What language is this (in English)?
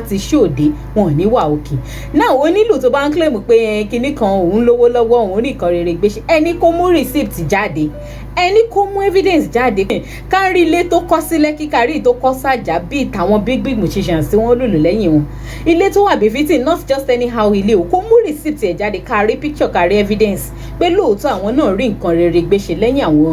Yoruba